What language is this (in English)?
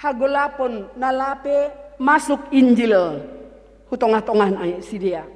Batak Simalungun